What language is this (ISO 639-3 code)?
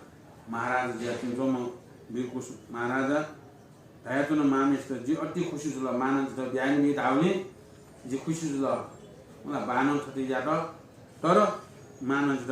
new